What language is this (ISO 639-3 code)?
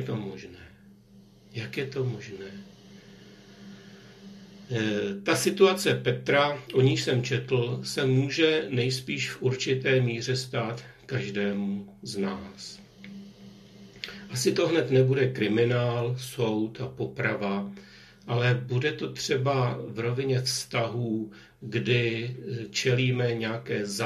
ces